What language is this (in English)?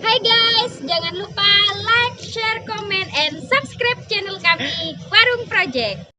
Madurese